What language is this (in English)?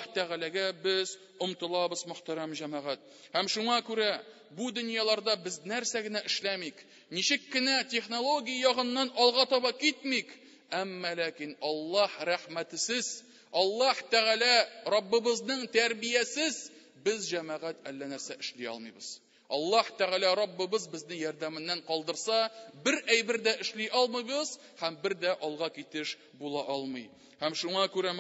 Tatar